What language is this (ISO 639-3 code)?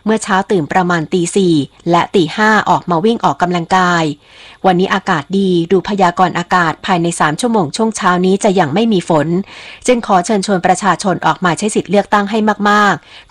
tha